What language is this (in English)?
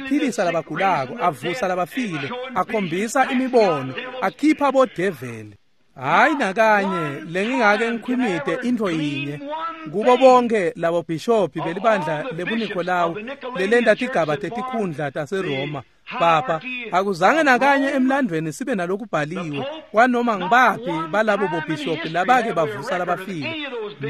Swati